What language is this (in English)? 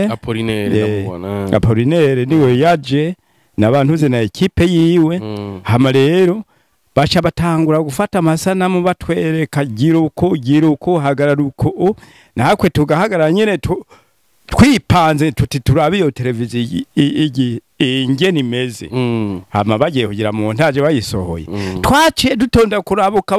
Rundi